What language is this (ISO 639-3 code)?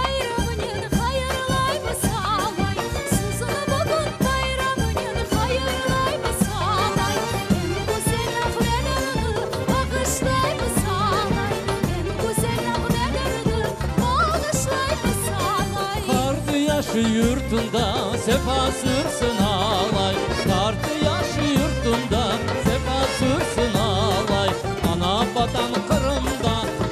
crh